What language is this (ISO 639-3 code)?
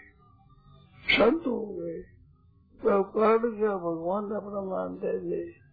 hin